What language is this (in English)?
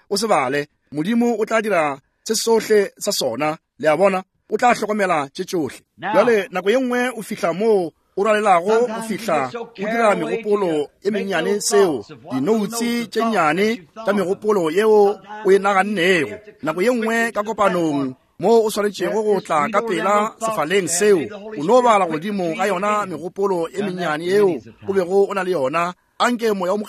Northern Sotho